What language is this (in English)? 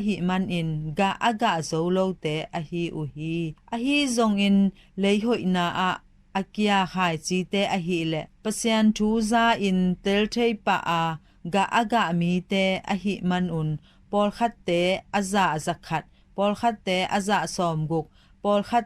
Tedim Chin